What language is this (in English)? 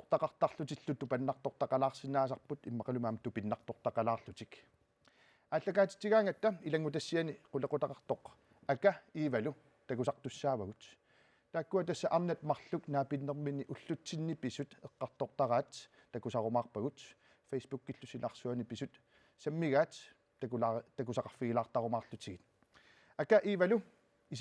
Kalaallisut